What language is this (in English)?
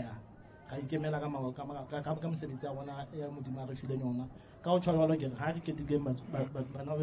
Southern Sotho